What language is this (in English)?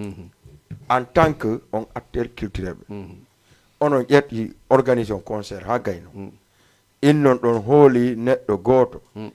Fula